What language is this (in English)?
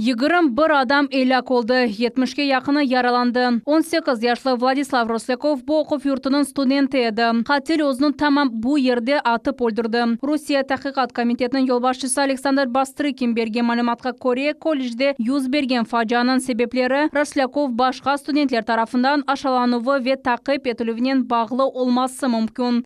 Crimean Tatar